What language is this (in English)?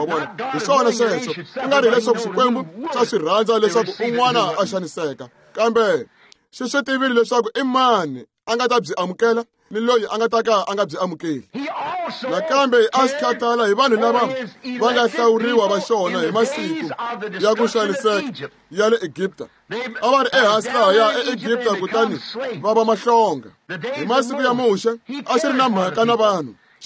Tsonga